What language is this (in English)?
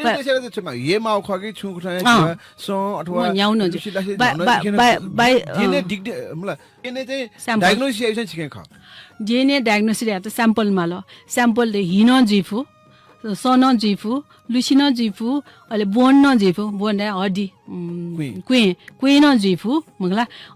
Newari